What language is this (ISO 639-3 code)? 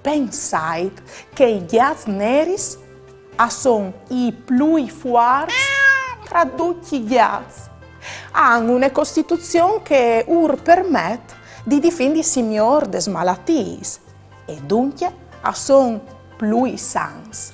fur